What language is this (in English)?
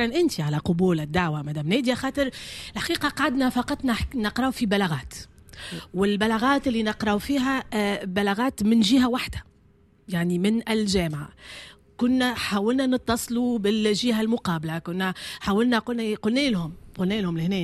Tunisian Arabic